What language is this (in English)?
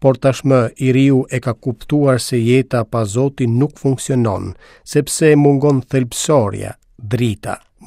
Albanian